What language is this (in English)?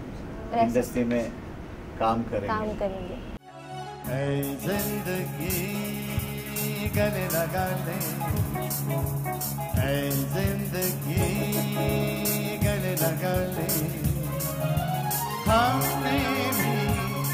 Hindi